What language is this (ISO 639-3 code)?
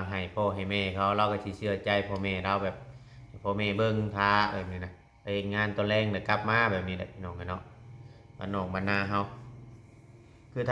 lao